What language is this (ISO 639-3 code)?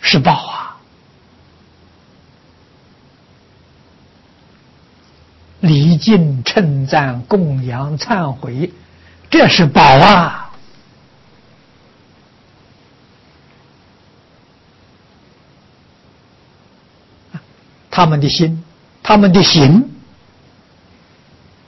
zho